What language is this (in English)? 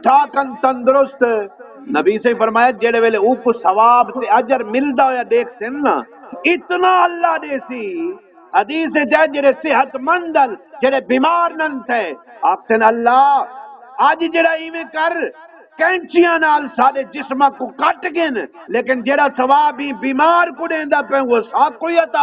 Saraiki